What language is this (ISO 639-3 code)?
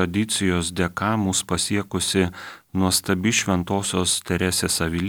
lit